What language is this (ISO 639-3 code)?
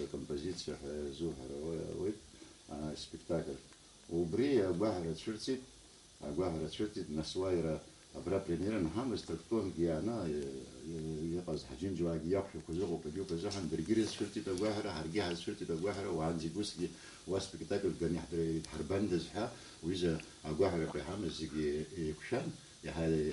abk